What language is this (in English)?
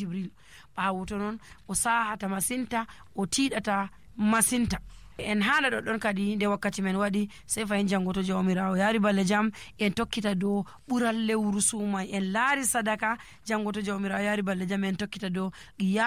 Nigerian Fulfulde